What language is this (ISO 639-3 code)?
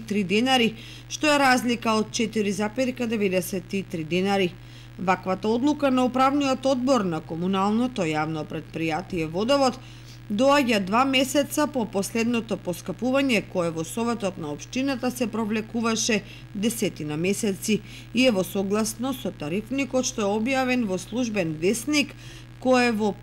mkd